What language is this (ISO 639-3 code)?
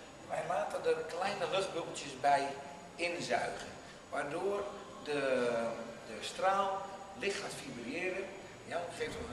nld